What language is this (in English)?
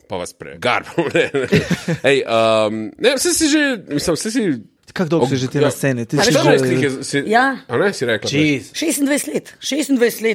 Slovenian